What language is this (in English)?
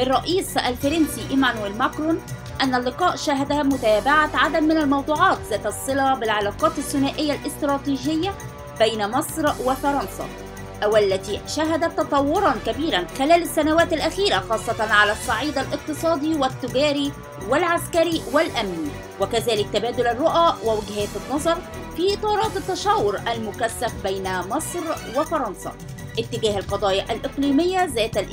Arabic